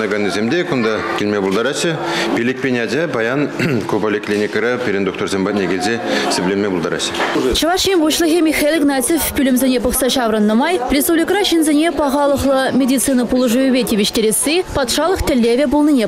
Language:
Chuvash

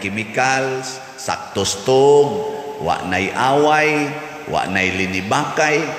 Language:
Cebuano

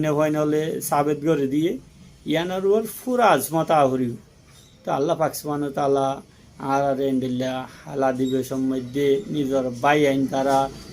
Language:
Rohingya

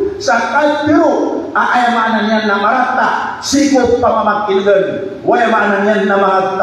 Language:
Maranao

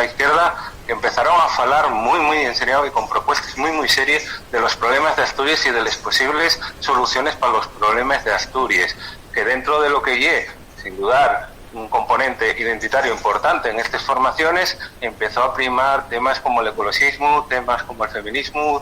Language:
Asturian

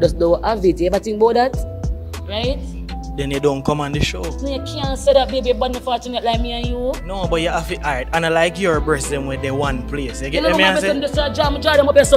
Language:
Jamaican Creole English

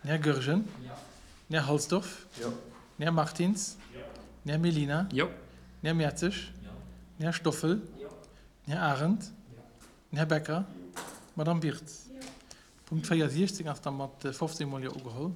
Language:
Luxembourgish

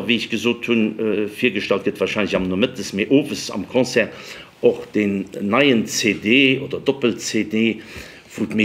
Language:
Luxembourgish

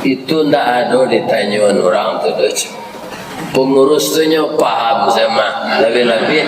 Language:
Minangkabau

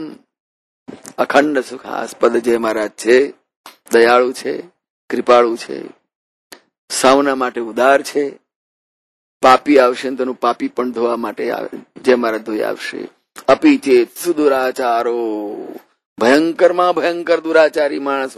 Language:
Gujarati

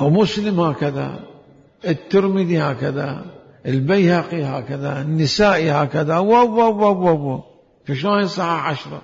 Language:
Mesopotamian Arabic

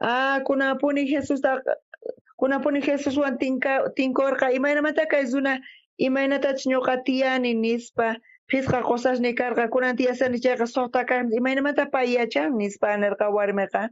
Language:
South Bolivian Quechua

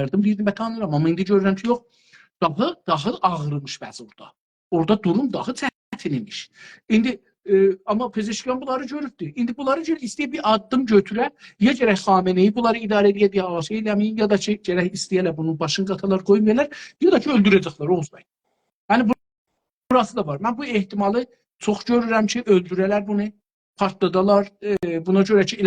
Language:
South Azerbaijani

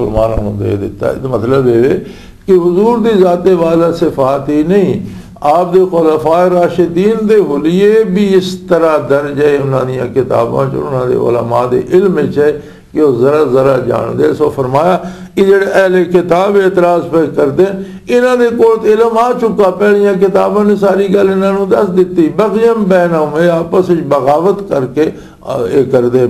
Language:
Western Panjabi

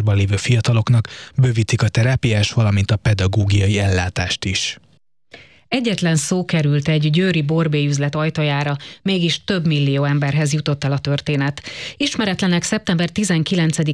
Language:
Hungarian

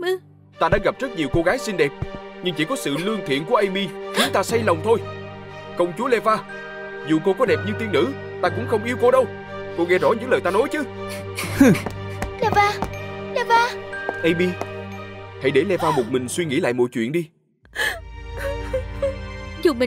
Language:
Vietnamese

